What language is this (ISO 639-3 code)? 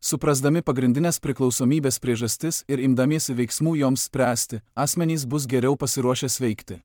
lit